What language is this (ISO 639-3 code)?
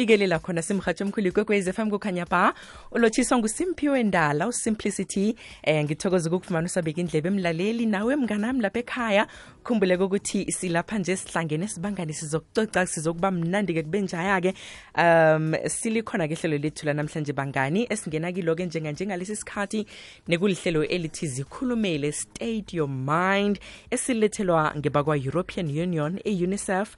nbl